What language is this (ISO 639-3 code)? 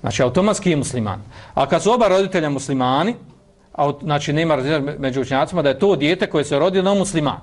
bos